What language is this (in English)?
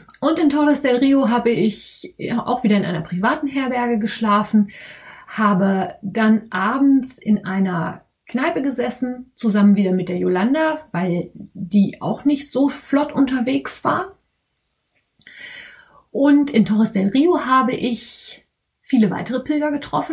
German